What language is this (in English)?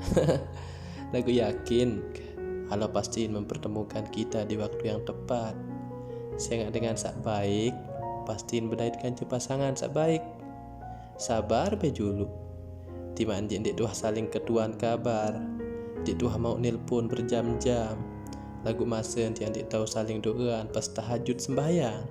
Sasak